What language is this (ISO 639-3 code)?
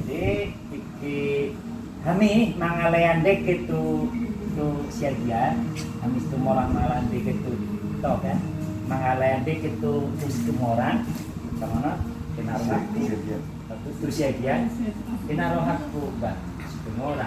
bbc